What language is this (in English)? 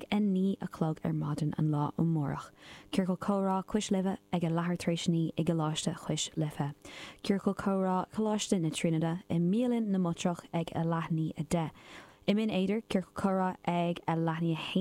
Irish